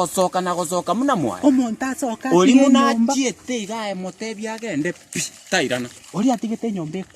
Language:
Gusii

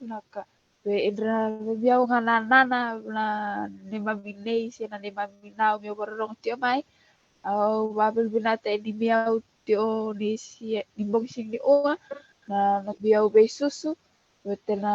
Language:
Fijian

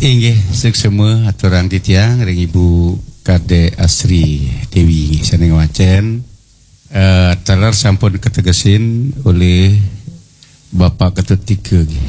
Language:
Balinese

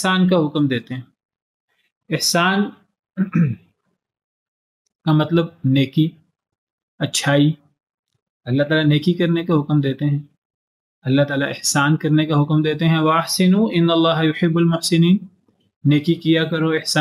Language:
Urdu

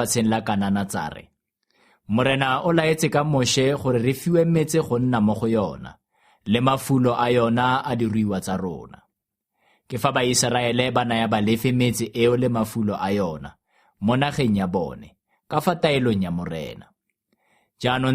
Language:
Tswana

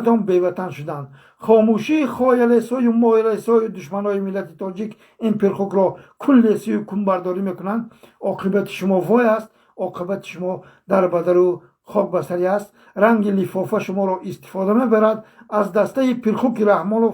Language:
Tajik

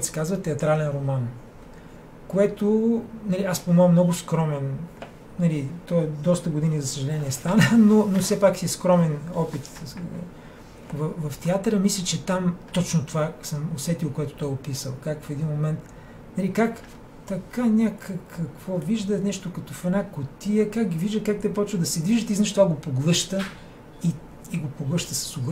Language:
Bulgarian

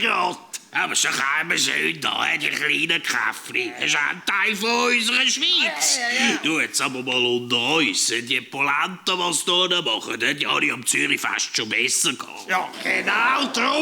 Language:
Swiss German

